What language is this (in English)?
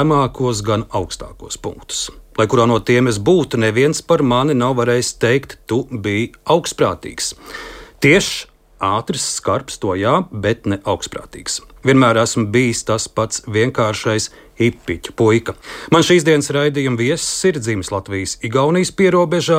Latvian